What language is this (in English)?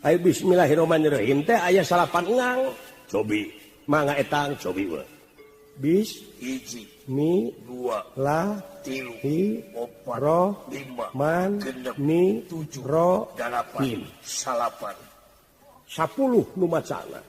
Sundanese